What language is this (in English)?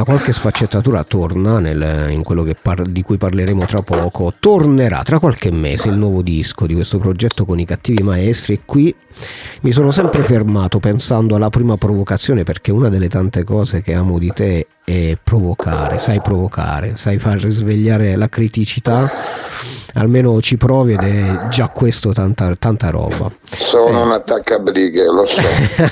Italian